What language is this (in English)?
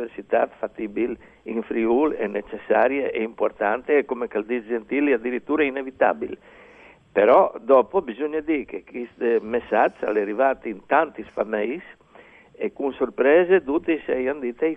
Friulian